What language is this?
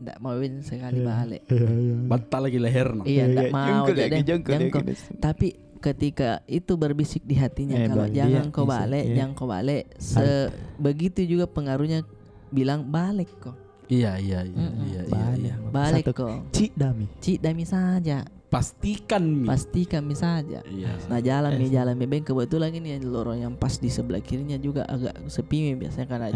Makassar Malay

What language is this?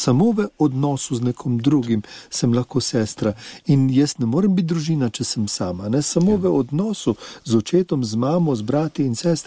Slovenian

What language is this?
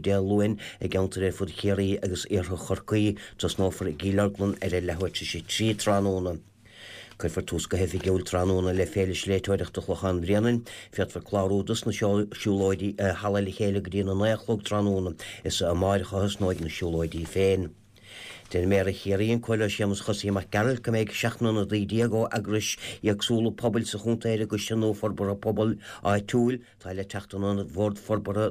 Irish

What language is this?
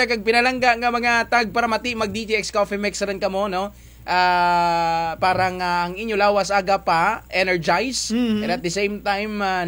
Kinaray-a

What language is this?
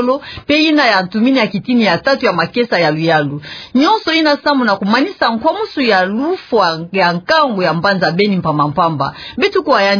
Kituba (Democratic Republic of Congo)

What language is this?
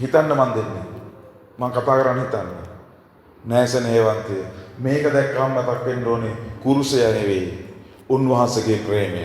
Sinhala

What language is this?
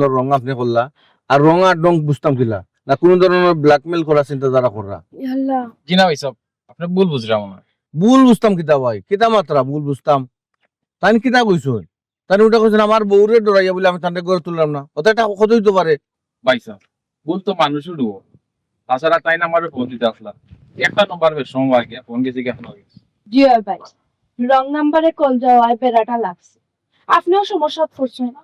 Sylheti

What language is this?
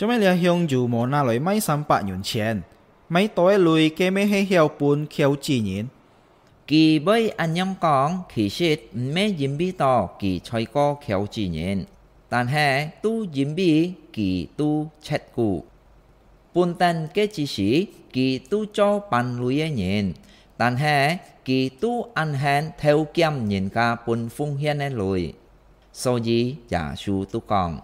Hakka Chinese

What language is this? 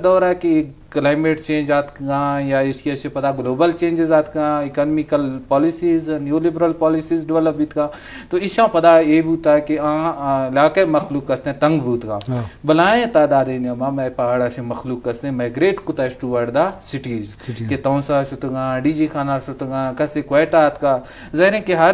Eastern Balochi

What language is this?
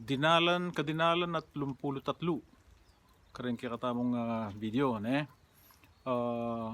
Pampanga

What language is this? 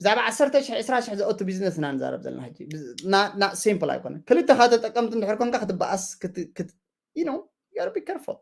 Tigrinya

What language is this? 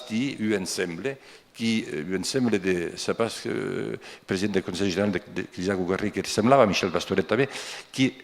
Occitan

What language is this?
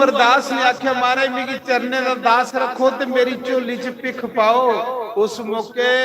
Dogri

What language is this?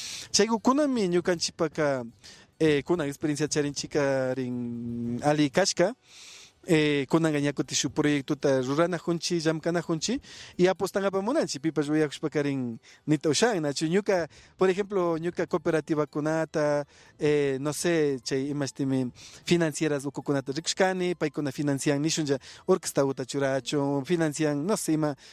Imbabura Highland Quichua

